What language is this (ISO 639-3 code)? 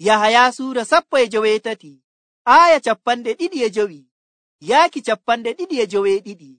fuv